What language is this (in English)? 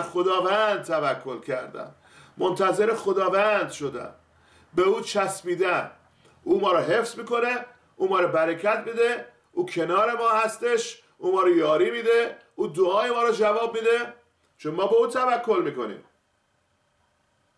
Persian